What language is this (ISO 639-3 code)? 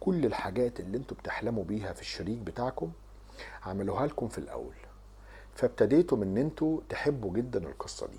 arz